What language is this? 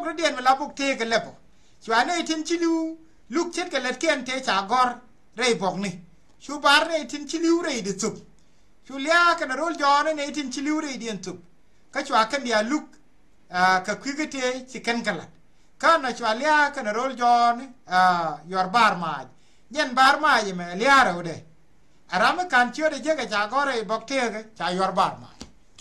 Nuer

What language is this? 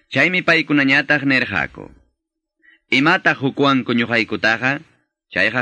Quechua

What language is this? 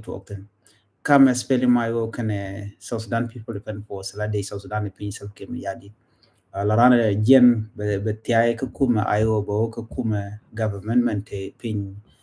Nuer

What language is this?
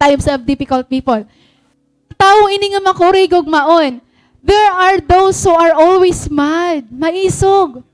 Waray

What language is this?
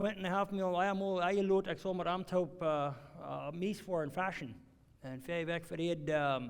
Plautdietsch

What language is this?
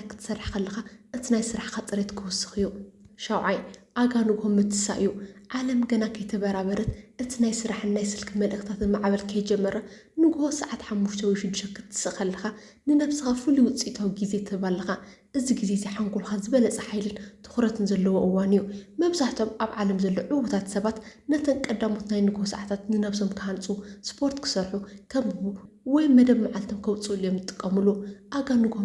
Tigrinya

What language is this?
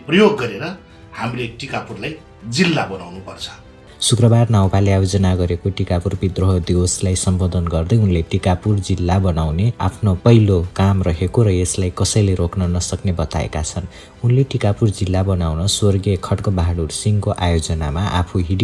Nepali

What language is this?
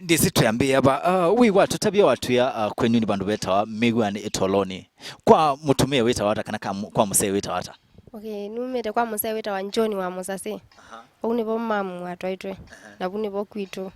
Kamba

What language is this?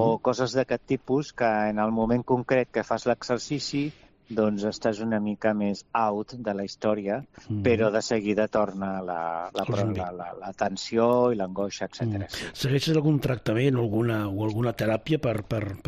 Catalan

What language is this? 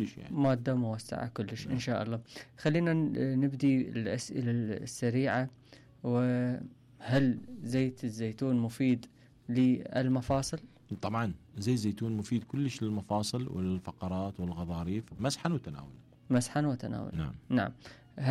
Mesopotamian Arabic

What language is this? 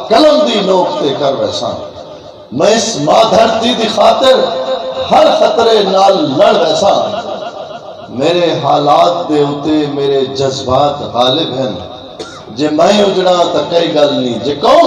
Saraiki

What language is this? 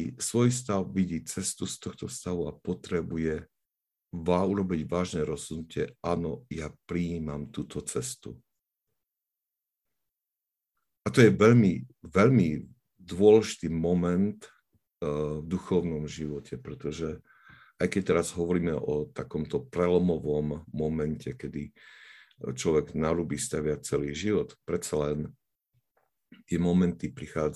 Slovak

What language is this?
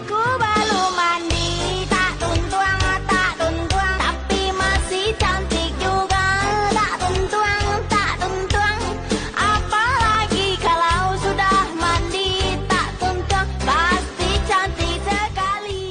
Minangkabau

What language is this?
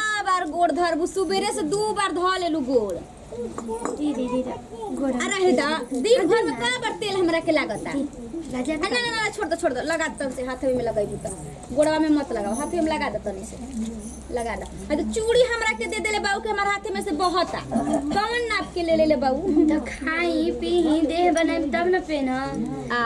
Bhojpuri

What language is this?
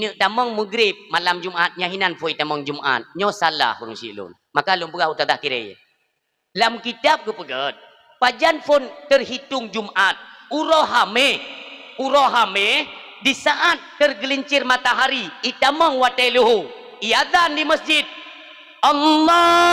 Achinese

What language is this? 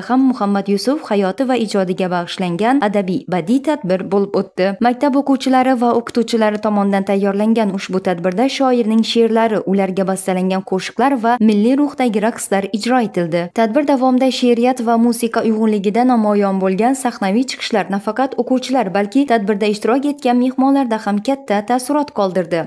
Uzbek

